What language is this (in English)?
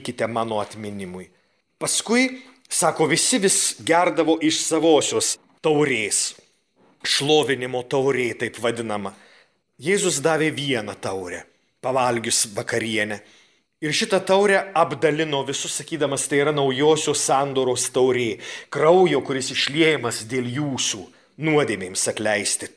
Lithuanian